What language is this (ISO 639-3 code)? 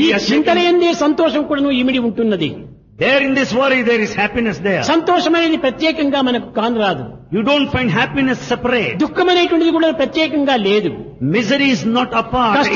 tel